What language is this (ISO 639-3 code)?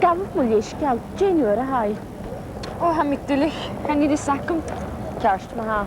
gla